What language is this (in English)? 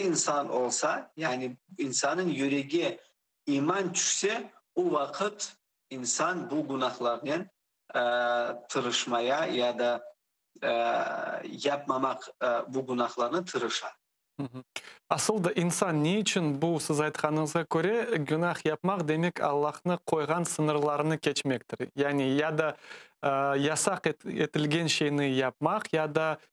Crimean Tatar